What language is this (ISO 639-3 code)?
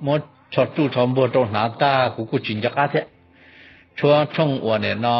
hmn